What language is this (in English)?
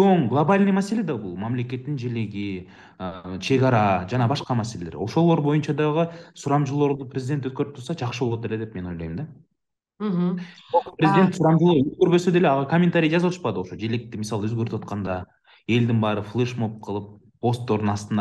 Kyrgyz